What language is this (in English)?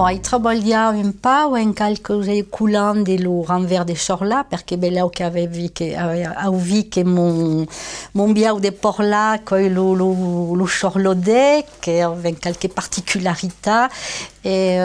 Occitan